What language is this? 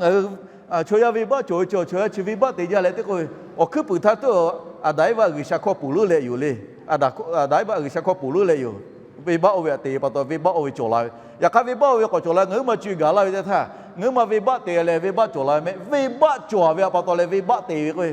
Lahu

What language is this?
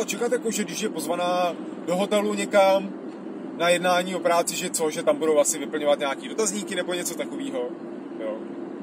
Czech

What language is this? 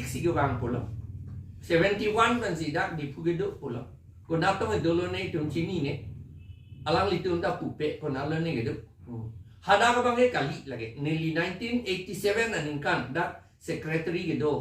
Karbi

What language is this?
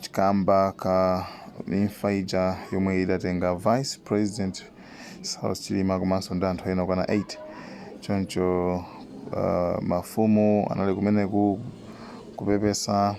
Nyanja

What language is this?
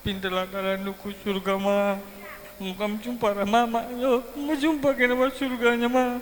Batak Karo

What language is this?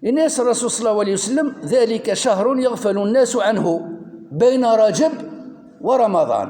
Kabyle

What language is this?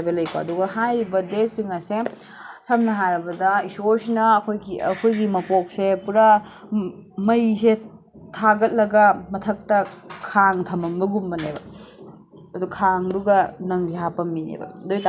Manipuri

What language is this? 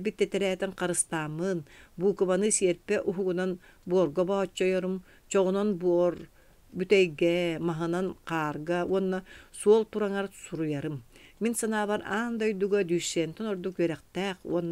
Yakut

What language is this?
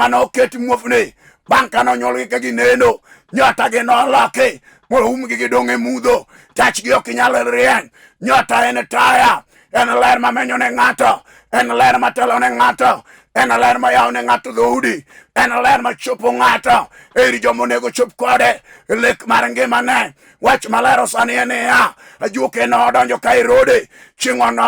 Luo (Kenya and Tanzania)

